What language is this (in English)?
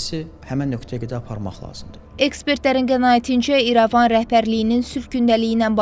Azerbaijani